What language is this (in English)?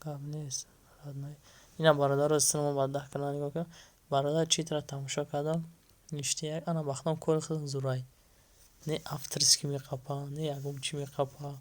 Tajik